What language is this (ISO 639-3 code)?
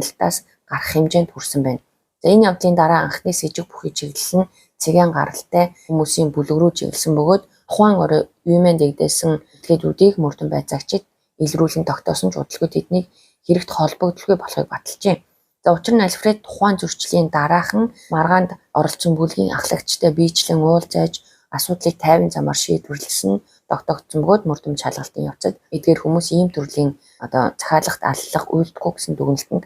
mon